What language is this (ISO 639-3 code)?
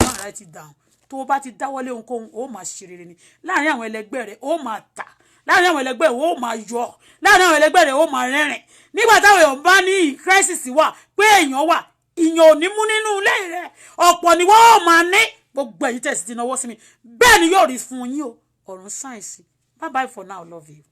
yor